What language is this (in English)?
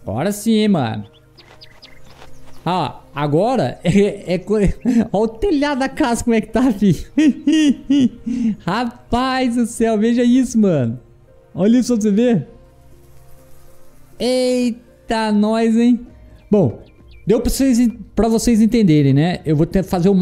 Portuguese